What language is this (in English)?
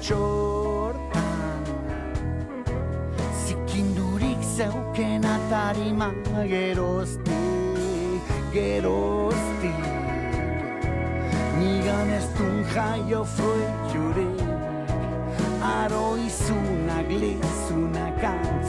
Basque